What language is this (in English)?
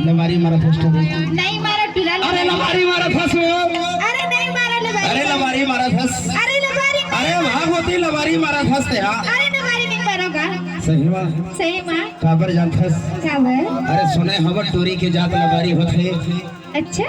Chhattisgarhi